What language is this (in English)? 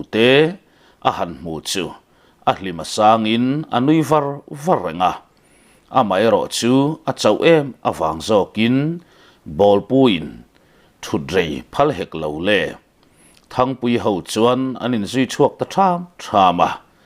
Mizo